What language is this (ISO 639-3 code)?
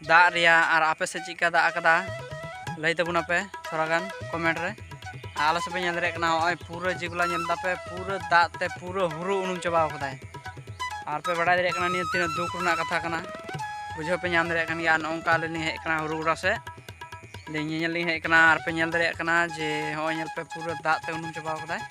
sat